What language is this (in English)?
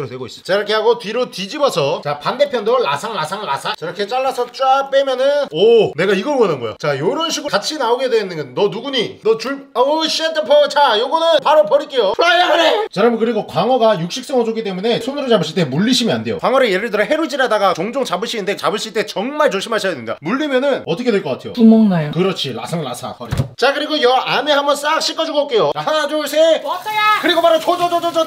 Korean